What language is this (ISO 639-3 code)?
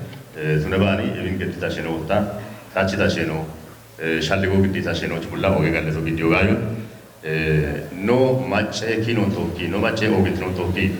kbr